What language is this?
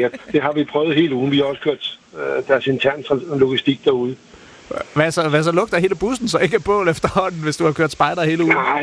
Danish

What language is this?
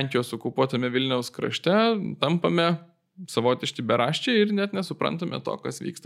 Lithuanian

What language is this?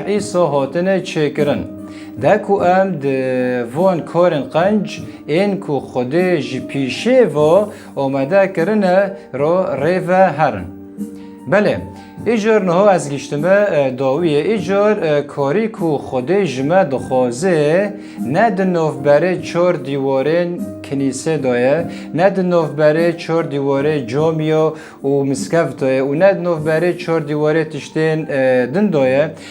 Kurdish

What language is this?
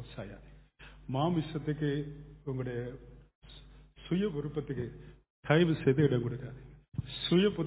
Tamil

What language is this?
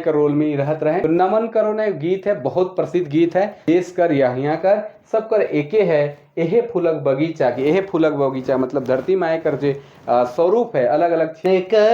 Sadri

